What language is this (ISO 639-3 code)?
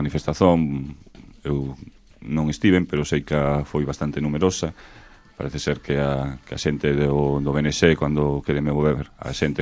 glg